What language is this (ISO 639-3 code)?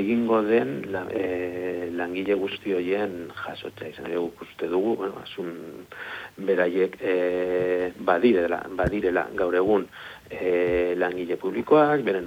eus